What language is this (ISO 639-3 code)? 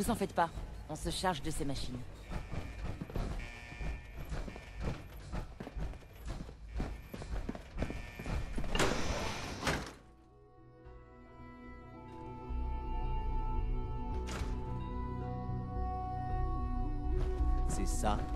fra